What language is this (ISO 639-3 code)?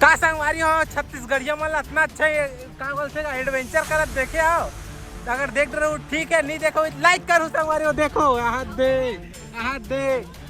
hne